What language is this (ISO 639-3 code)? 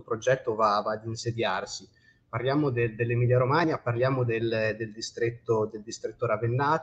ita